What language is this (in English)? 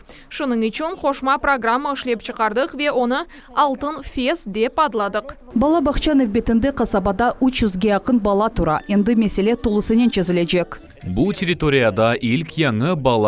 Crimean Tatar